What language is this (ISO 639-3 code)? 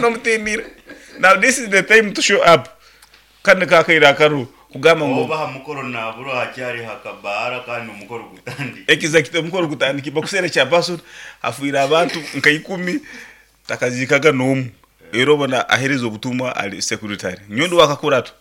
nyn